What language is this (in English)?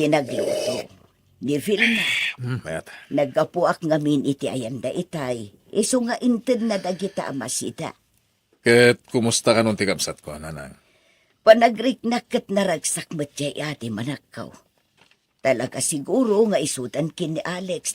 Iloko